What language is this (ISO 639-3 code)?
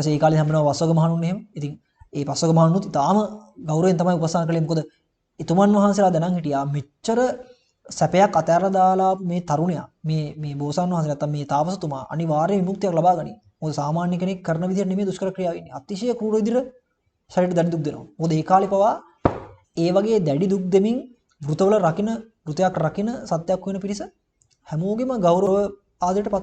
sin